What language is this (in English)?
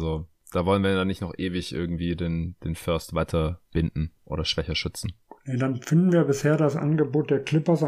German